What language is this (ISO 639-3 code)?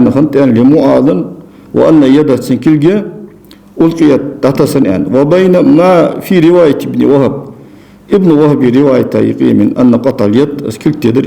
inh